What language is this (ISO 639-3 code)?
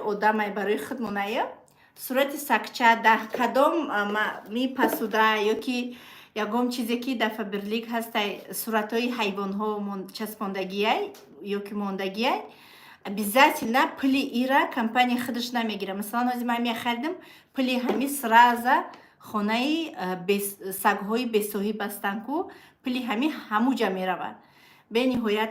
tgk